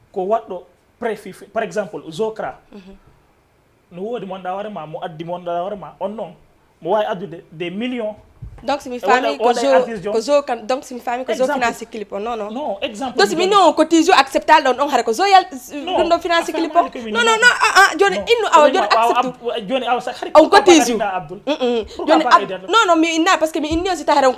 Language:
Fula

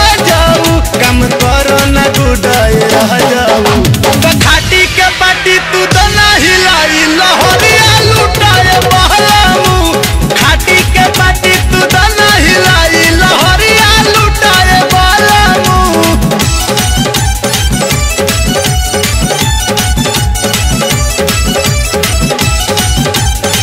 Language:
Bhojpuri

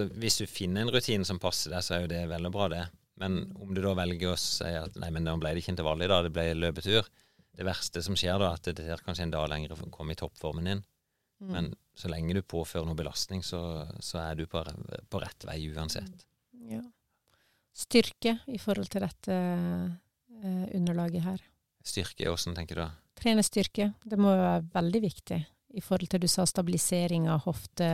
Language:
Norwegian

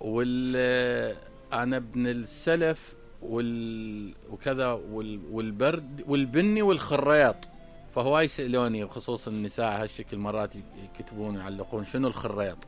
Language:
Mesopotamian Arabic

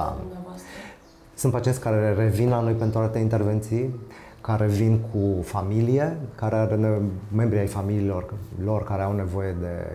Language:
Romanian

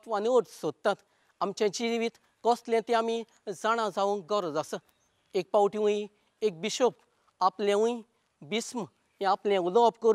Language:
Konkani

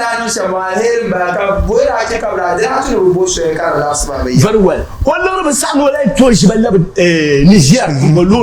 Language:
Dagbani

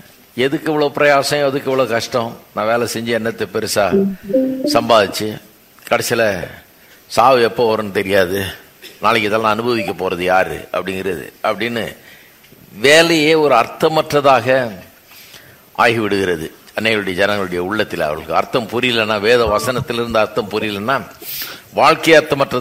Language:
Tamil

